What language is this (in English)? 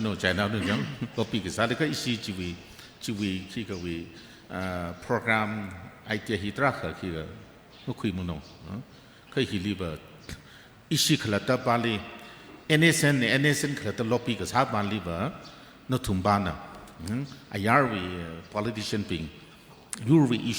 Tangkhul Naga (India)